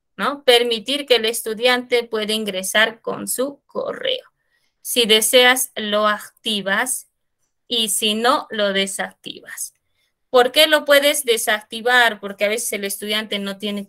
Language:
Spanish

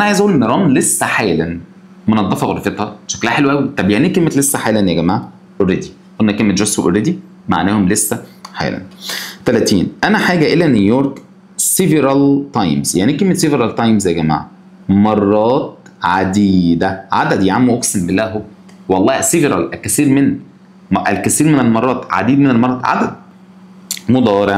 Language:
Egyptian Arabic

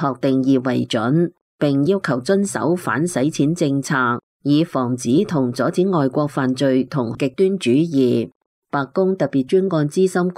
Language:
Cantonese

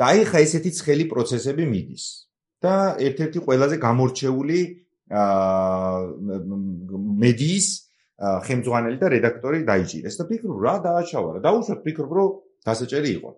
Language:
Georgian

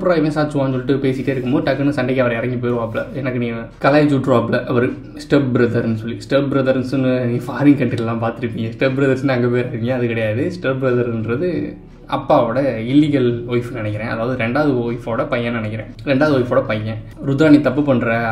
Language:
Tamil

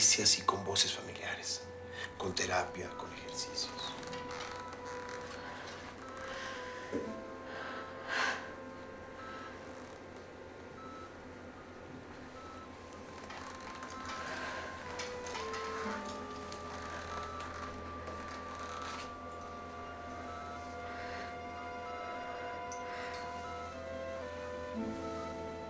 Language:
Spanish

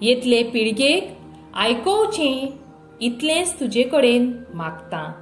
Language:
Konkani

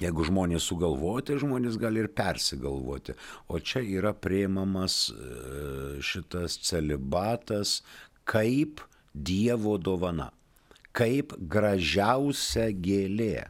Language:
Lithuanian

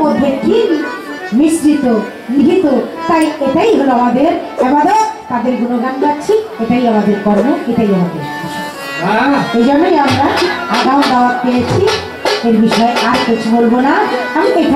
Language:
Bangla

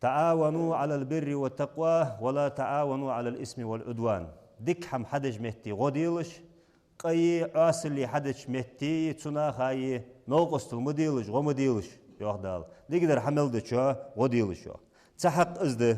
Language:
Ingush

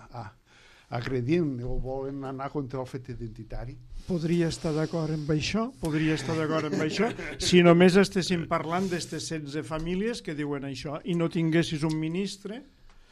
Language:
Catalan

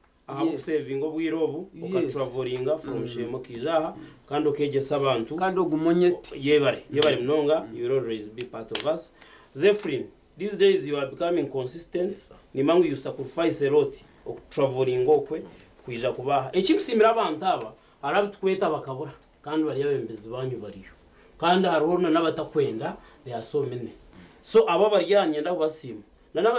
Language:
Nyankole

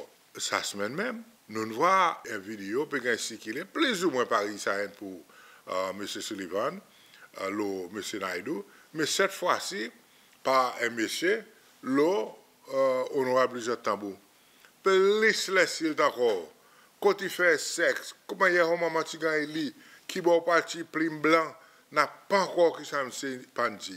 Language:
Seselwa Creole French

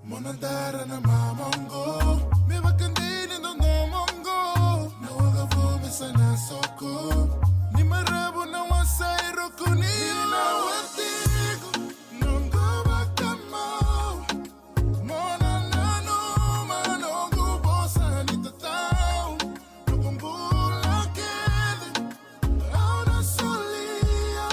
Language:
Fijian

